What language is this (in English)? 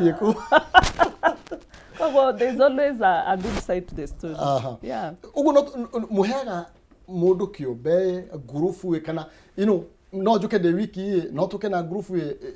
Kikuyu